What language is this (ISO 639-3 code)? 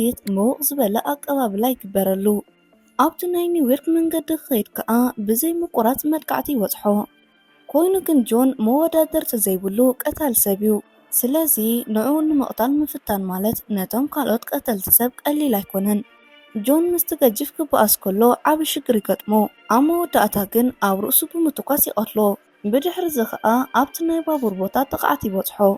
tir